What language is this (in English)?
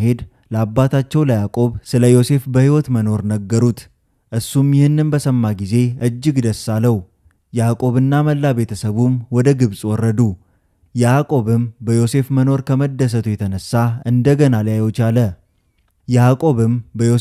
Amharic